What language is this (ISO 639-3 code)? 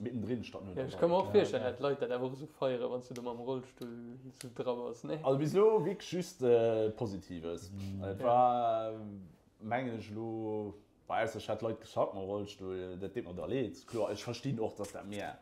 ltz